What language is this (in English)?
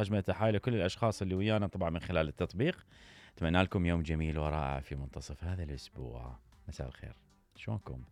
Mesopotamian Arabic